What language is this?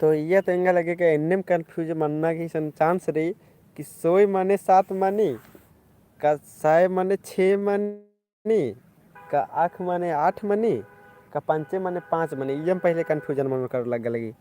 Kurukh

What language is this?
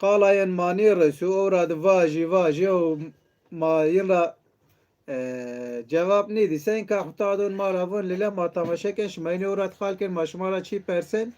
Zaza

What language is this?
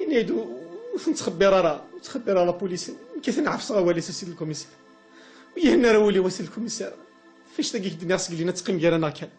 Kabyle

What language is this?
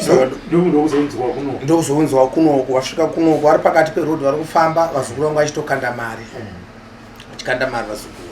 Shona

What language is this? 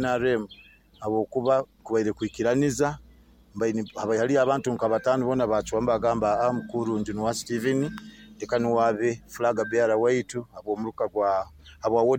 Nyoro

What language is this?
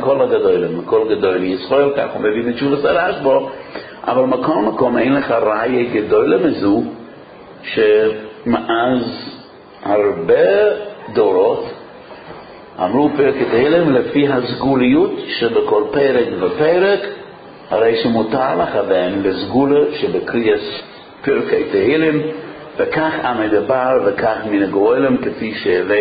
Hebrew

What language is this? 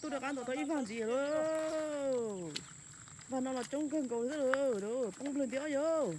Hmong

